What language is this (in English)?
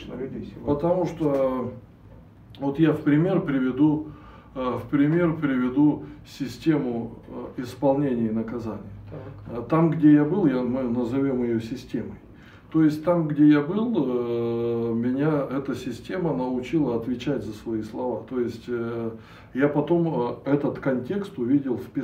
Russian